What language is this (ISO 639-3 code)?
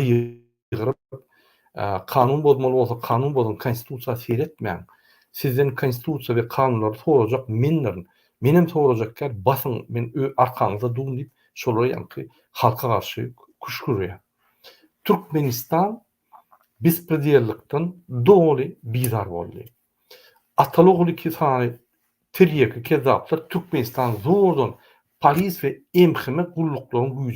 tuk